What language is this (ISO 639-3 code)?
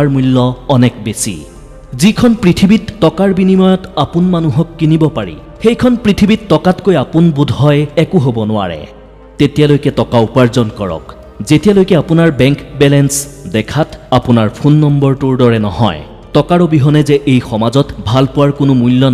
asm